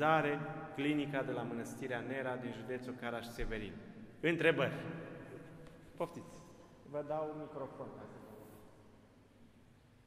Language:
Romanian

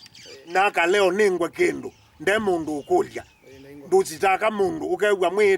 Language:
Kamba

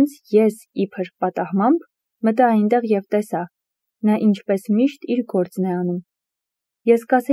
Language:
Armenian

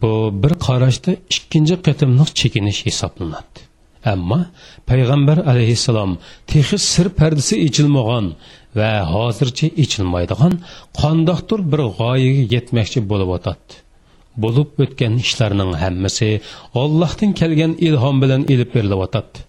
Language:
Uyghur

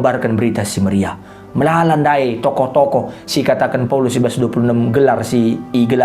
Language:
Batak Karo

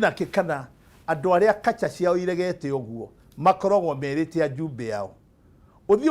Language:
Kikuyu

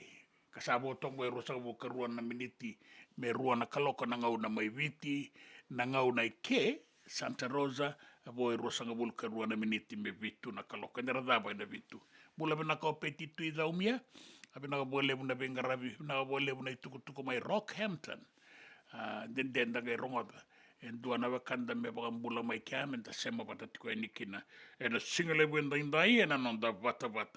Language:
Fijian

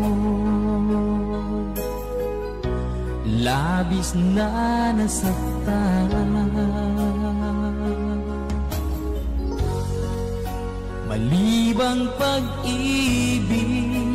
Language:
Filipino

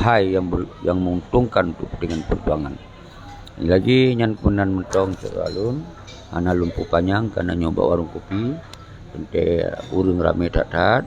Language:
Achinese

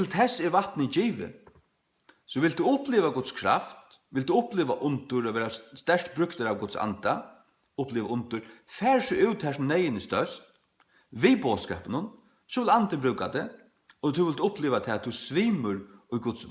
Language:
Faroese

